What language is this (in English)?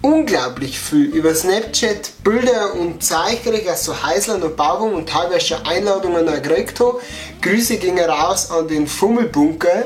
Bavarian